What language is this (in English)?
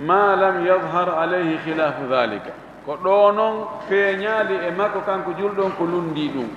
Fula